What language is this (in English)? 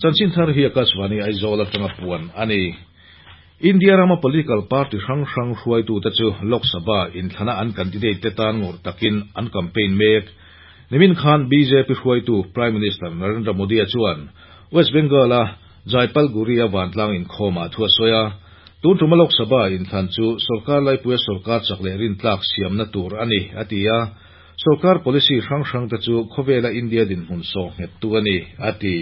Mizo